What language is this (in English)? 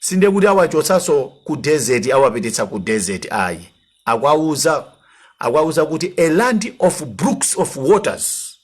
Nyanja